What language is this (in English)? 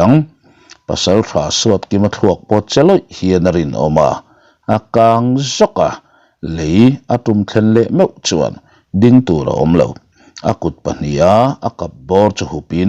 Mizo